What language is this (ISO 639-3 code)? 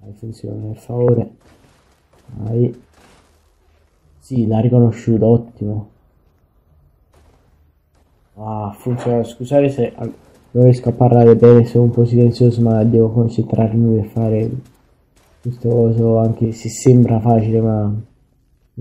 ita